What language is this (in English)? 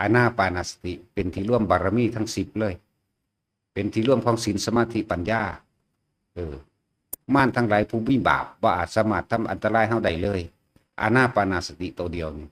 Northeastern Thai